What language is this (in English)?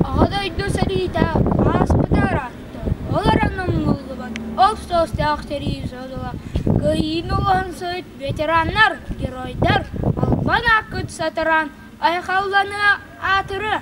Yakut